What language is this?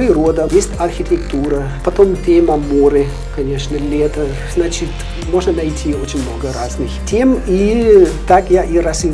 Russian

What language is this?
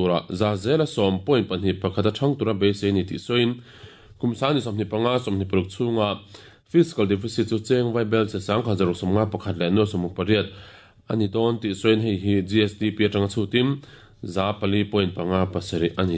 Mizo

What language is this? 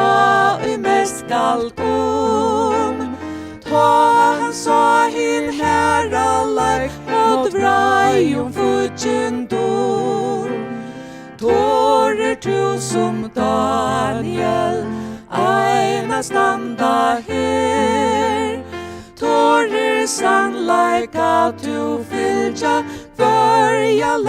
Faroese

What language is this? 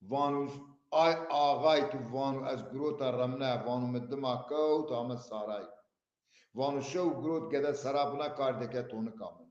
Zaza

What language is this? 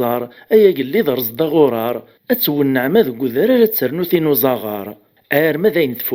Kabyle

